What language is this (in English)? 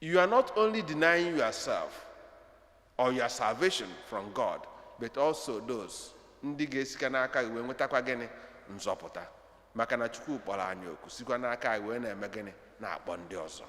Igbo